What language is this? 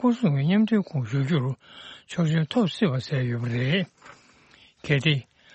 Tibetan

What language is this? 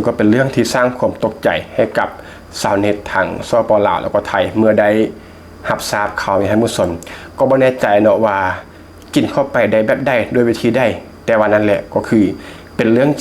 Lao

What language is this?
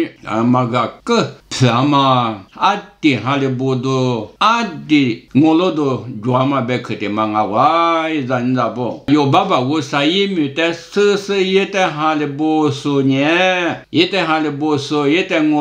Lisu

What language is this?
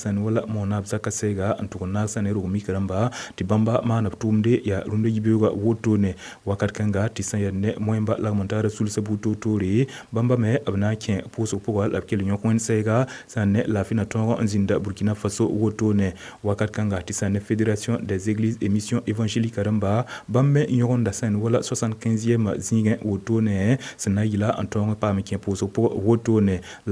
Mossi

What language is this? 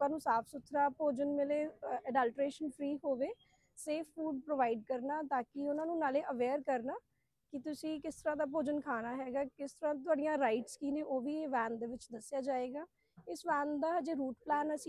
Punjabi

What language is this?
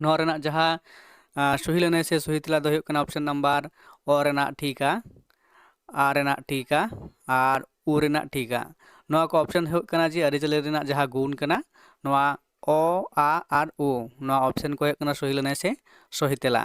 Santali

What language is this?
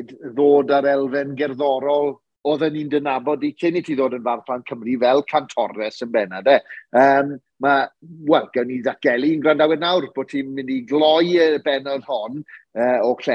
Welsh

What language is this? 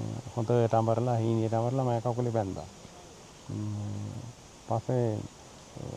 Sinhala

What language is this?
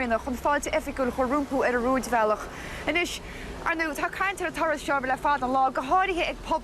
Irish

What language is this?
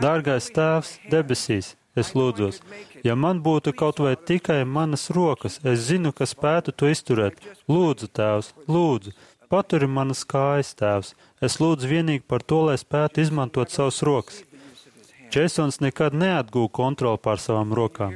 Latvian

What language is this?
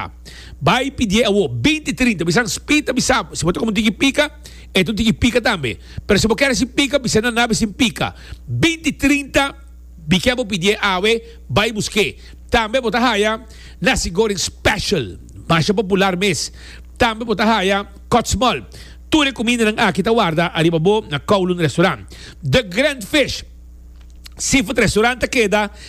Papiamento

